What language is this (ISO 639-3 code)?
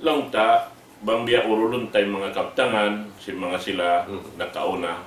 tsg